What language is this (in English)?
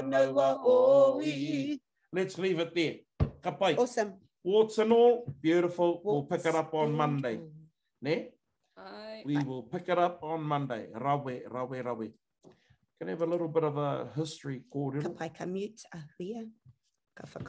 Māori